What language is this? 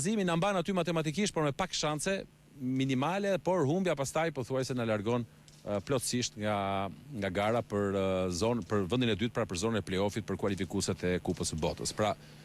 Albanian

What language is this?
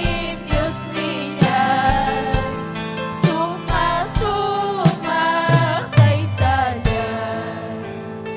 Ayacucho Quechua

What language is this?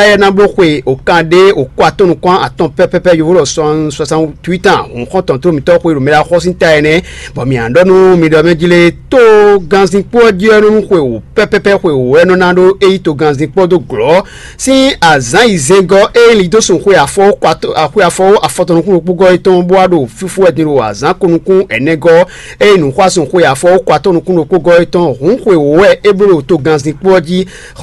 Fon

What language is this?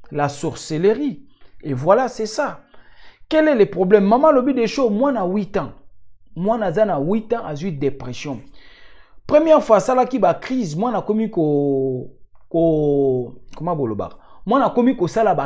Lingala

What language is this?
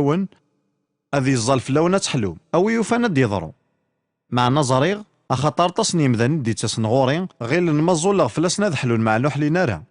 Kabyle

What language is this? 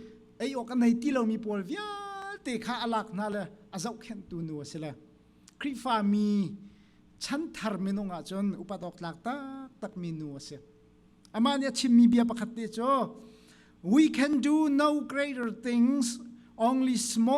Hakha Chin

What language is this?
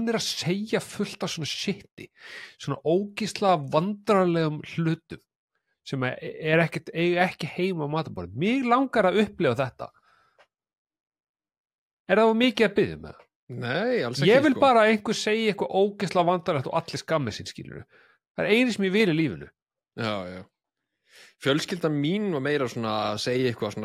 Icelandic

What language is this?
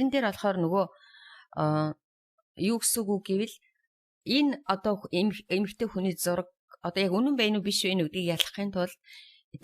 Mongolian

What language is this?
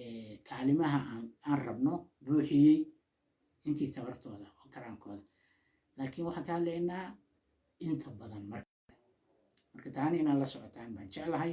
Somali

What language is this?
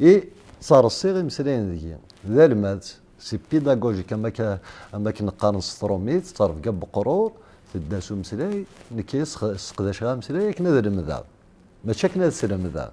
Kabyle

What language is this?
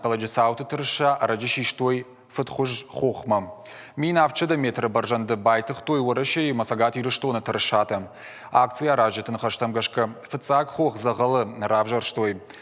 Ossetic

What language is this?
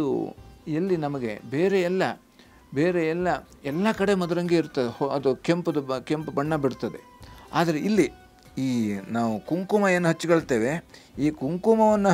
Kannada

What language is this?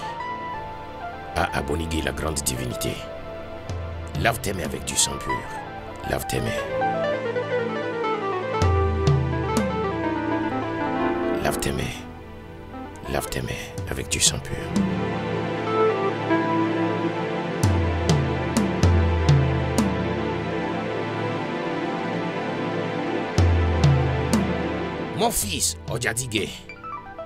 French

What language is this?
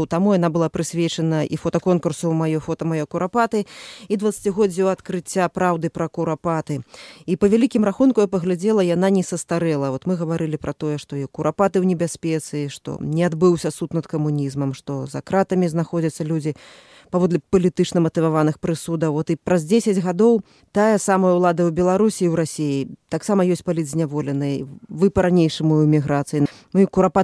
Belarusian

